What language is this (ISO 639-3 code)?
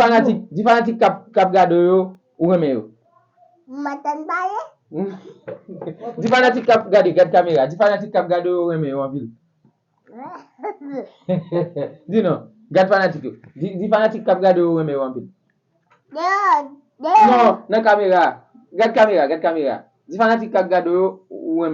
hat